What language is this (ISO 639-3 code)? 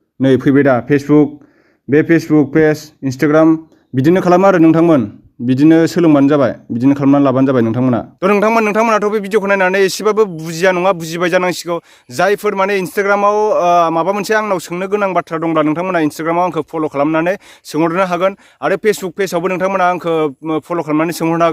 brx